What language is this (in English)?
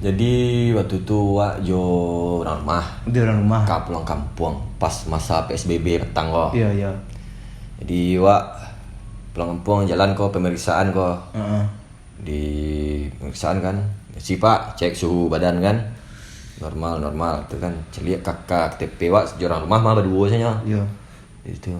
Minangkabau